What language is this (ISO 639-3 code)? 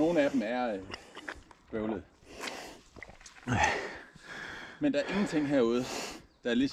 dan